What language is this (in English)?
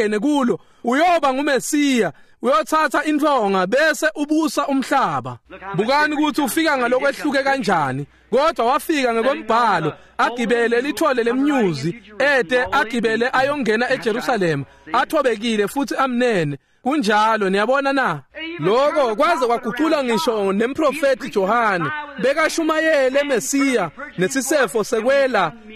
Swati